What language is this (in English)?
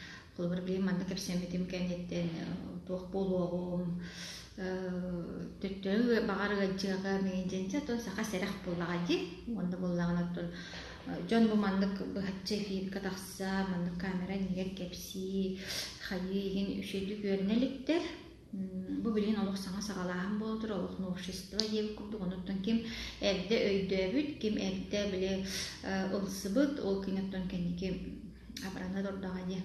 Yakut